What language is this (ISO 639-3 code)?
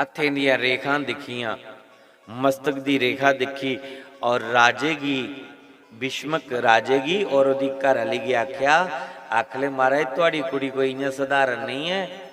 doi